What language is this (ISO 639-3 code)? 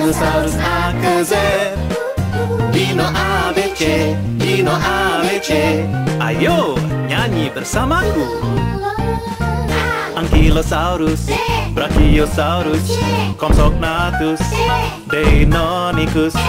ind